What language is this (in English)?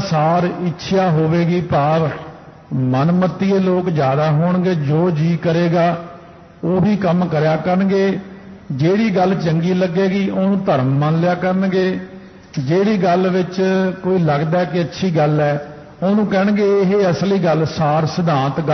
Punjabi